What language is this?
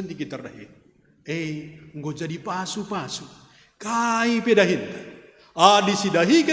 Batak Karo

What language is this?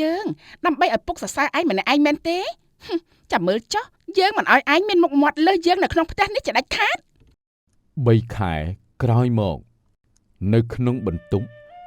Khmer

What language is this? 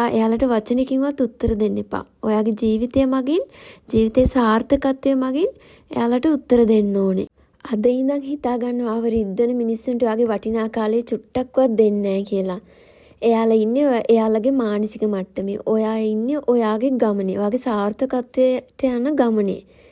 Sinhala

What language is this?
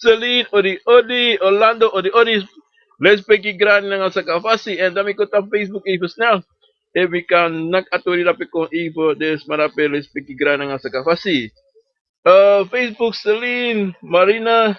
Sranan Tongo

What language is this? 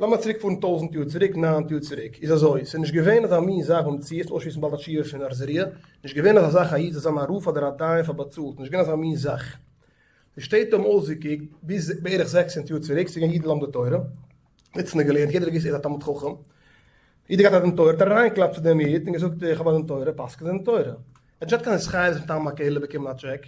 Yiddish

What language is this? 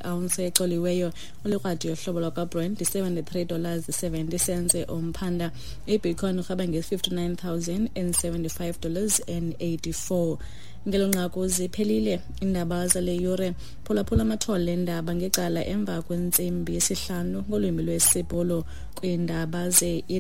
Xhosa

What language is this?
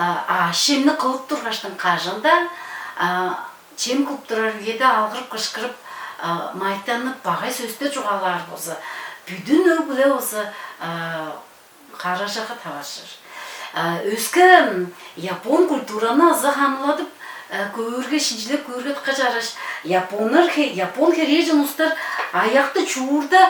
Tuvinian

